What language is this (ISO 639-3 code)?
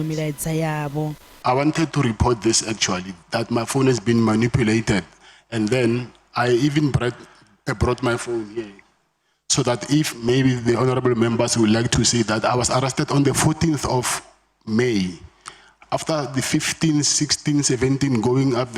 ven